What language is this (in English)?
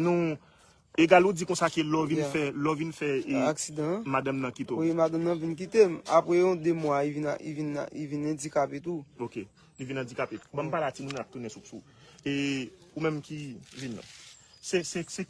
Haitian Creole